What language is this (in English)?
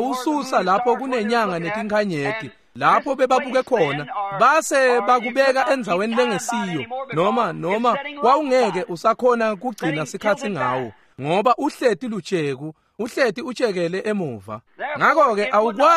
Swati